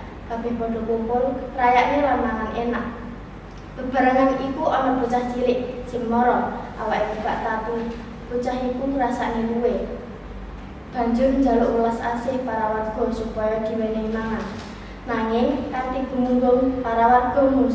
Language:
Javanese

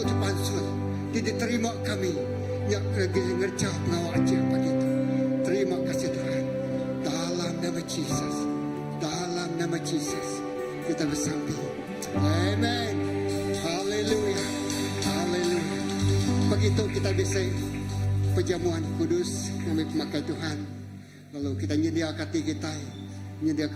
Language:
Iban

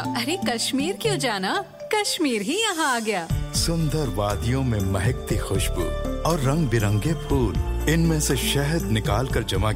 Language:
Hindi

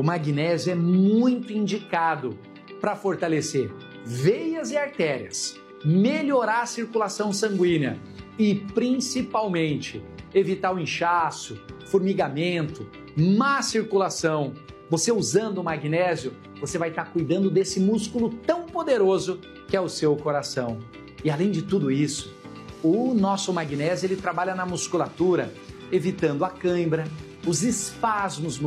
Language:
Portuguese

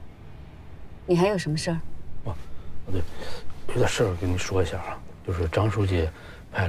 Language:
Chinese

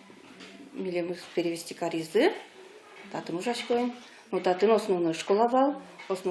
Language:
Udmurt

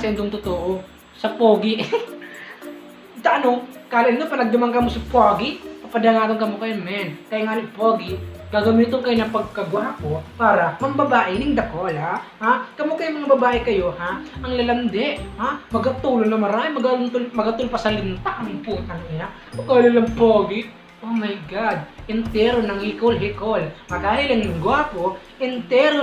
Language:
Bikol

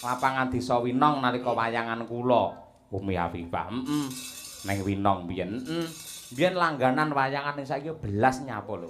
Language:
Javanese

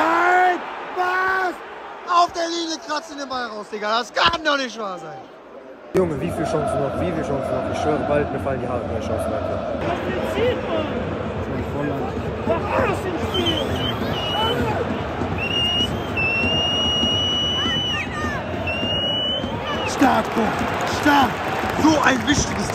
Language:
German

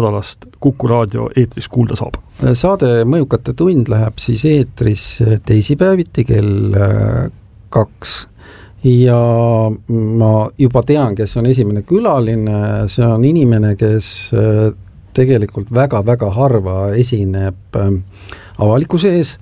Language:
Estonian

